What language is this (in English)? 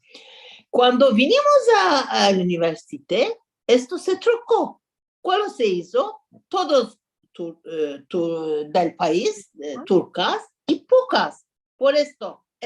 Ladino